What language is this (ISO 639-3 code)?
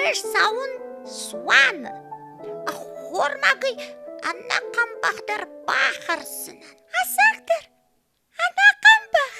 oss